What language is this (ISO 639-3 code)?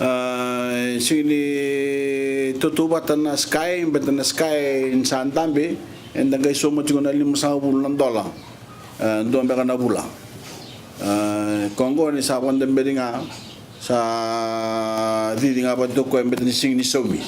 fij